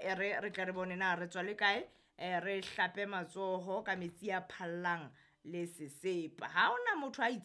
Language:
Southern Sotho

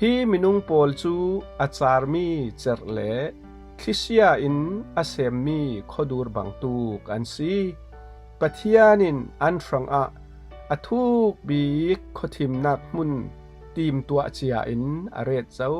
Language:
Falam Chin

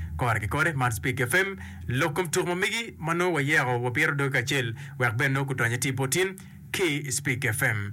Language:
Acoli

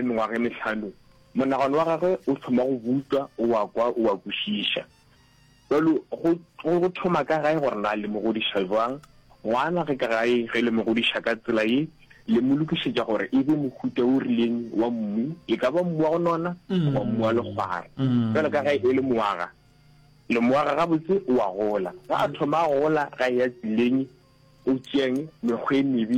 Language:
Northern Sotho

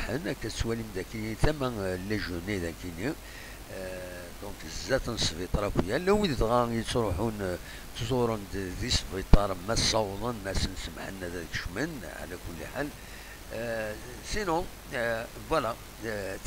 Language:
Kabyle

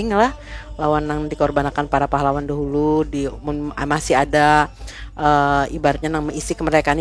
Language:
Banjar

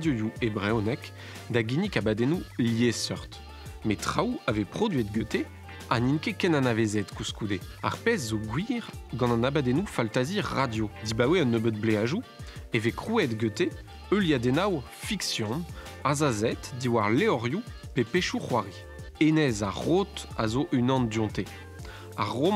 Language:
Breton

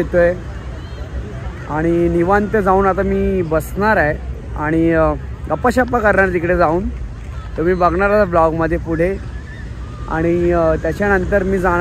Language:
Marathi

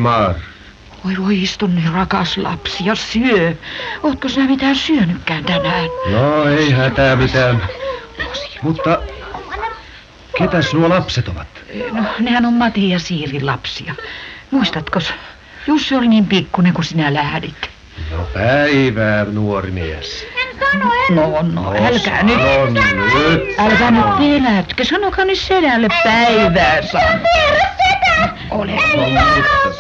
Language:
Finnish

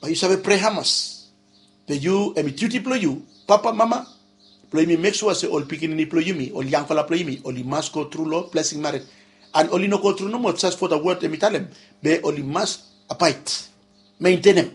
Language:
Bislama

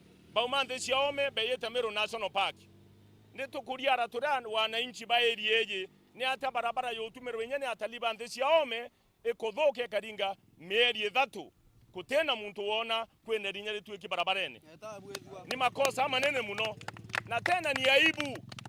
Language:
Meru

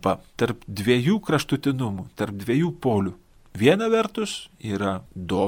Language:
Lithuanian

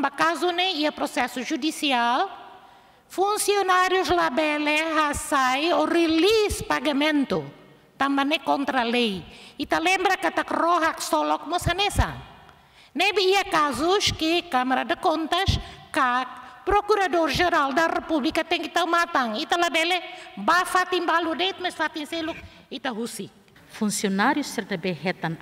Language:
Tetum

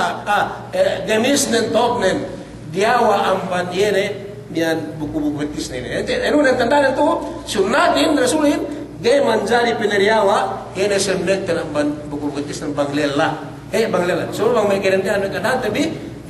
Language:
Yakan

